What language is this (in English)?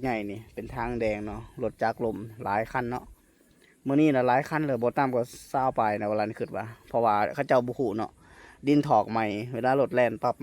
Lao